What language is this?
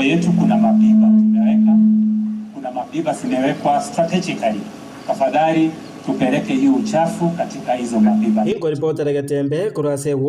Gusii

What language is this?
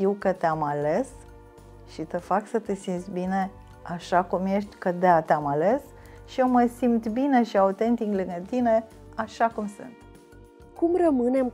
Romanian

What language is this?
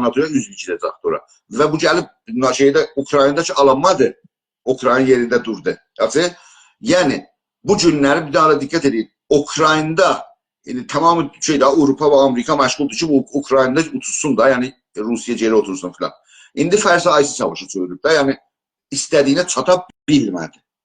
South Azerbaijani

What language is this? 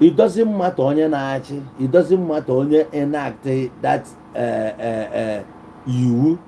Igbo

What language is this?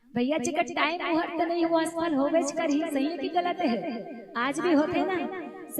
Chhattisgarhi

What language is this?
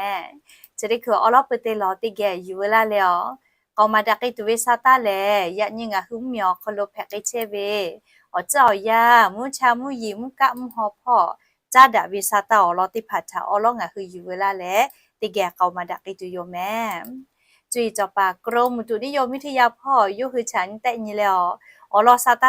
Lahu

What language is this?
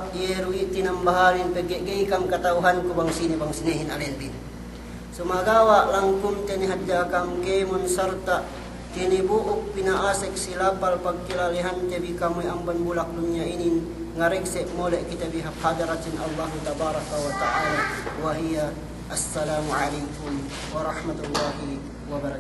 Yakan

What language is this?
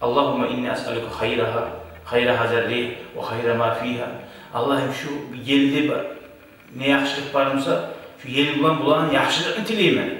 Kumyk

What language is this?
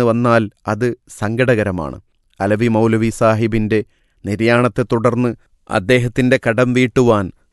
Malayalam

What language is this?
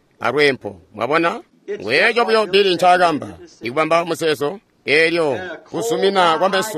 Tonga (Zambia)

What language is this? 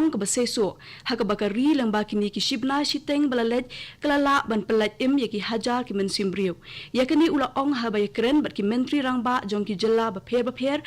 Khasi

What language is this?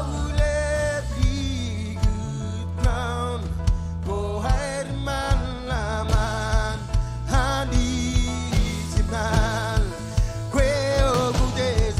Marshallese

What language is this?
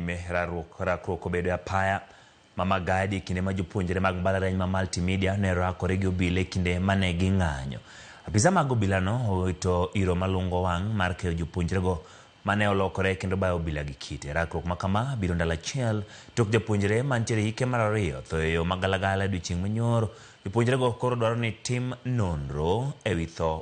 Luo (Kenya and Tanzania)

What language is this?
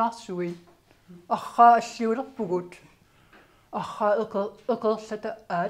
Kalaallisut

